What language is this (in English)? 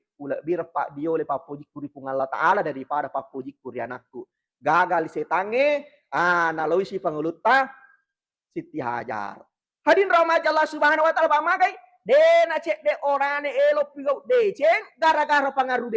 Buginese